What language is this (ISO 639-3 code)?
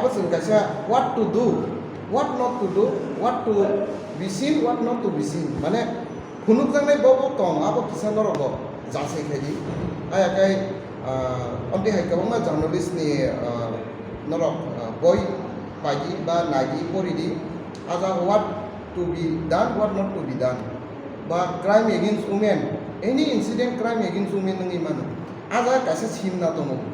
trp